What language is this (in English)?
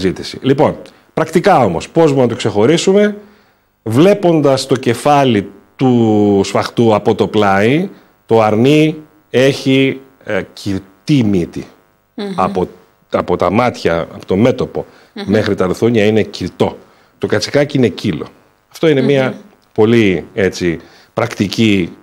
Greek